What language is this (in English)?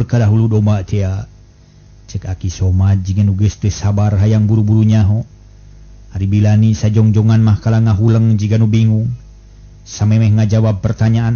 Sundanese